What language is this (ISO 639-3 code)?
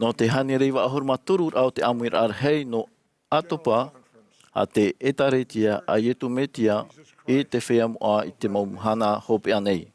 tah